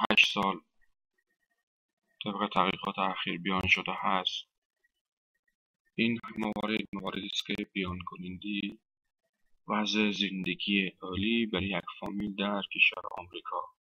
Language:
Persian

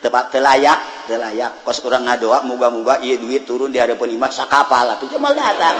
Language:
Sundanese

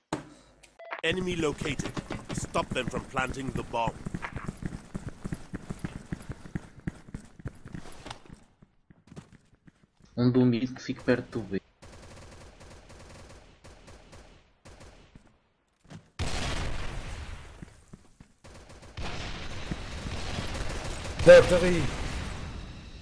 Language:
Portuguese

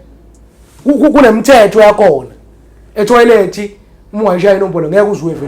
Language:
Zulu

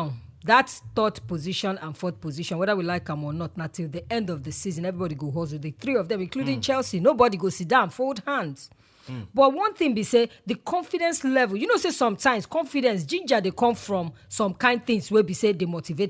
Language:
Nigerian Pidgin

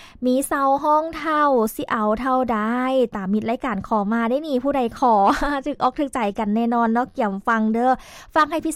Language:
Lao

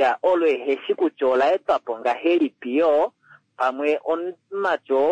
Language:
Kuanyama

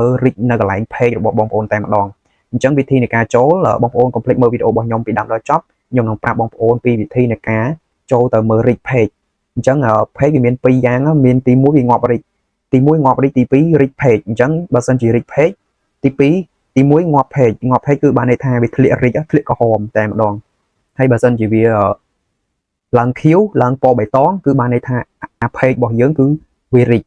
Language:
Khmer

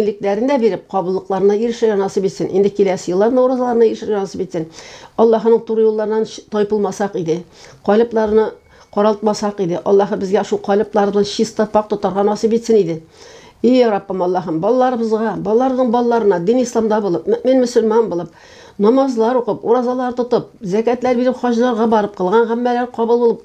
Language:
Tatar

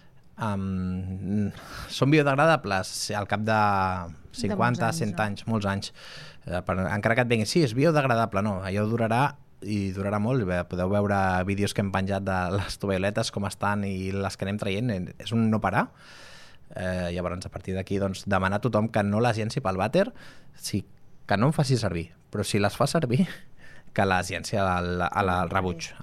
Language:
Catalan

